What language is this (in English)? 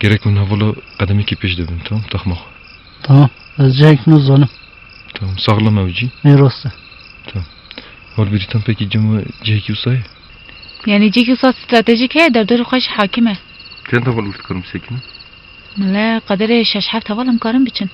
Kurdish